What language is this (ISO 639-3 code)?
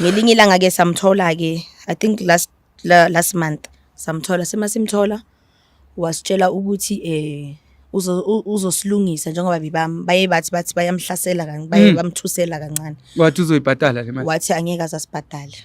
zul